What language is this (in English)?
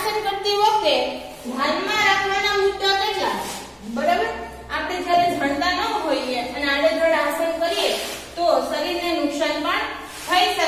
Gujarati